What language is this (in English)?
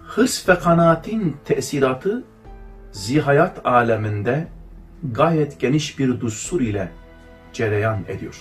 Kurdish